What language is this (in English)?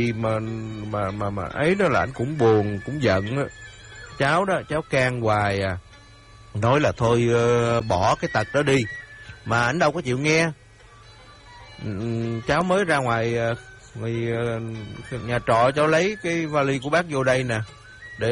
Vietnamese